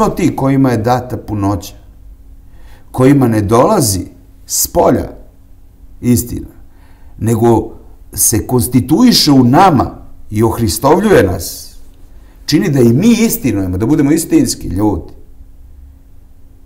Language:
Serbian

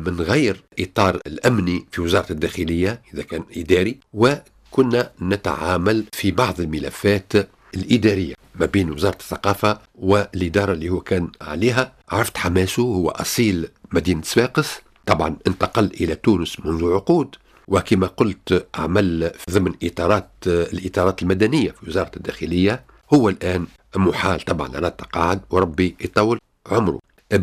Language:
Tunisian Arabic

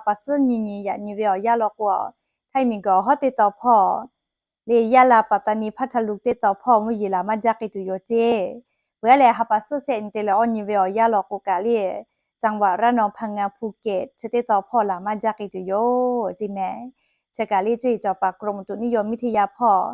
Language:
Lahu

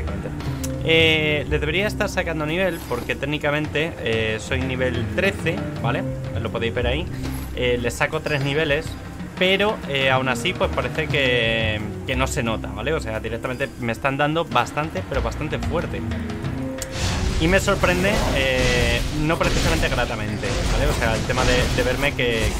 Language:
Spanish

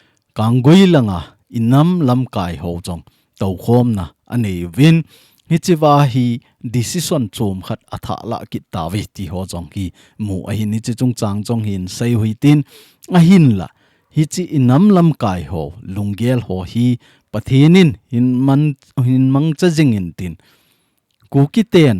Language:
Thado Chin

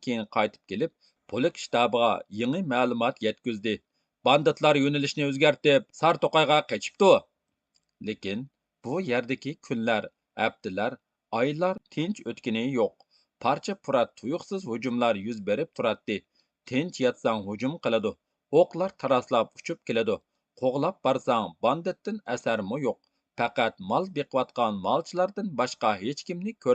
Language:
Uyghur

